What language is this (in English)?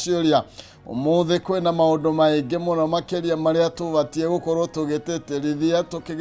Kikuyu